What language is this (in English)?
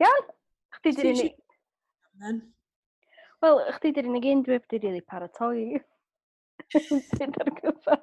Welsh